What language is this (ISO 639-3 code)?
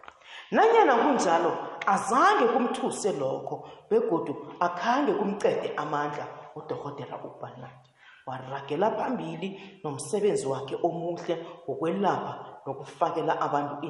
nbl